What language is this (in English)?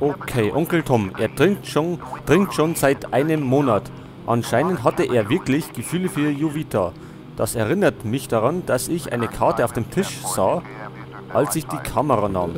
Bavarian